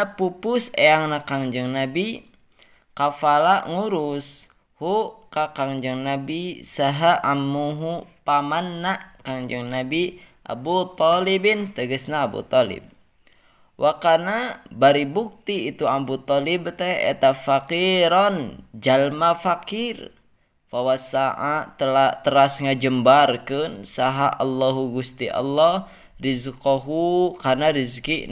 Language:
Sundanese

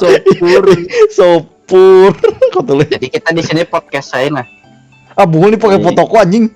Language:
Banjar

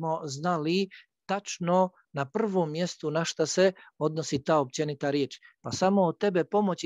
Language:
Bosnian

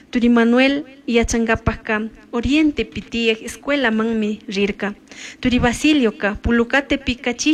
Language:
Chimborazo Highland Quichua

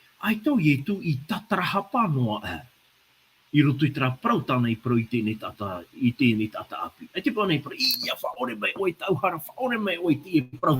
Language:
Tahitian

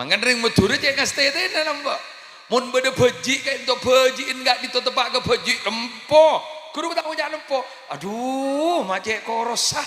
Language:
Madurese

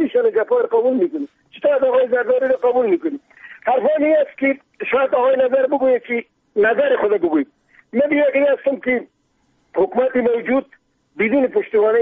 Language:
Persian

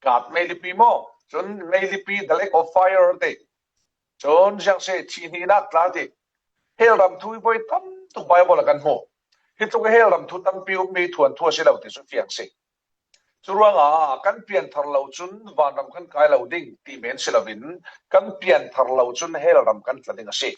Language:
Falam Chin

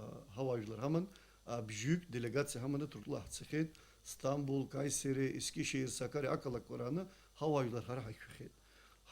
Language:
Abkhazian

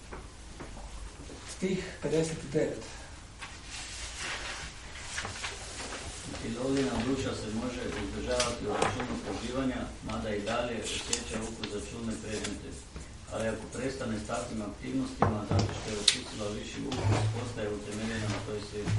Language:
Croatian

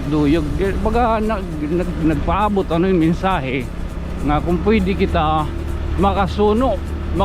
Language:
Waray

